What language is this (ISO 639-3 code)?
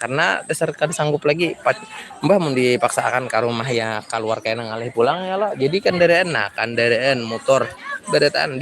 bjn